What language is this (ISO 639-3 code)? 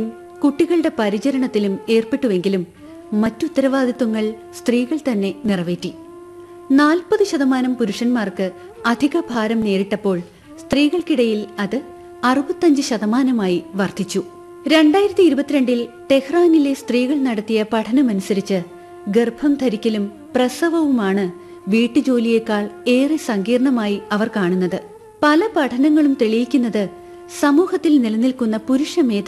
mal